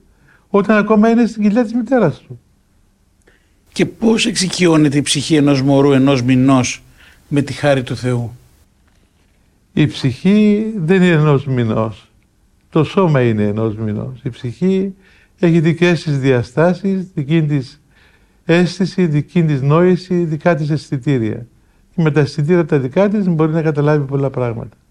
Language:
Greek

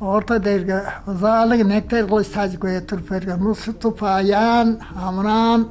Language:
Tuvinian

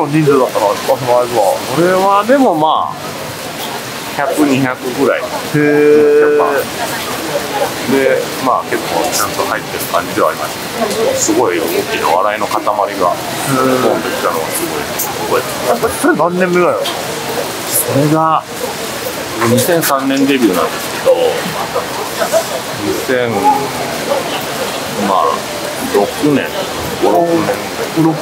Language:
Japanese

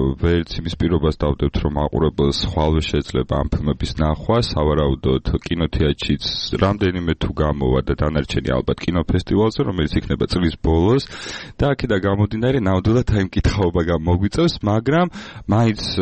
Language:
Georgian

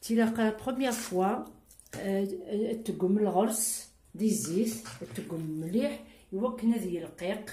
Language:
Kabyle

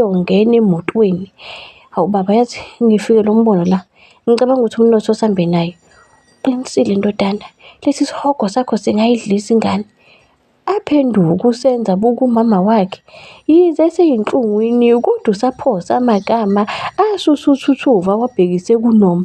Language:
Zulu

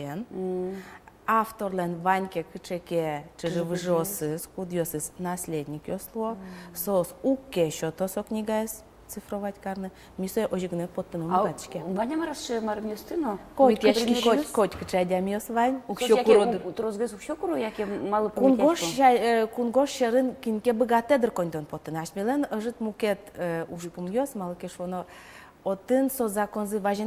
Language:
Udmurt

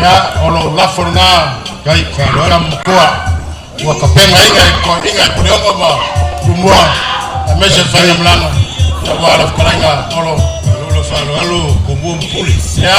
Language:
Samoan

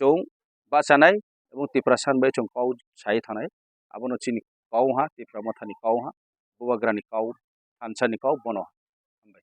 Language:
Kok Borok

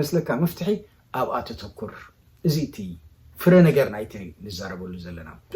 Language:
Tigrinya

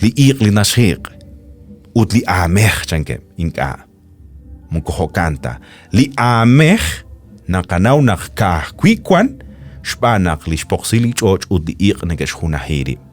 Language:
Kekchí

